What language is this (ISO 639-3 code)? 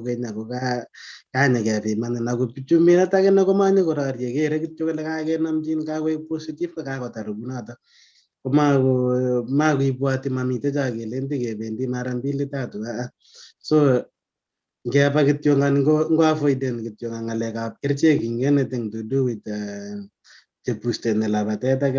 kln